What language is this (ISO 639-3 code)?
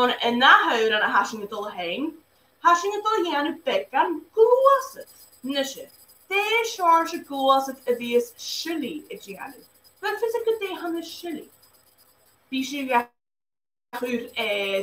gla